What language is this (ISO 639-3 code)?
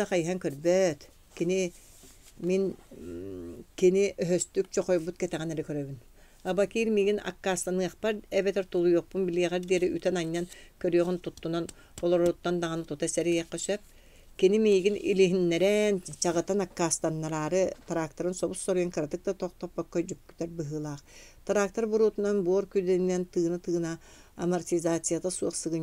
sah